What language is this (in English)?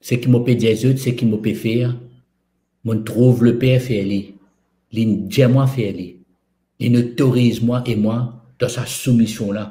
Morisyen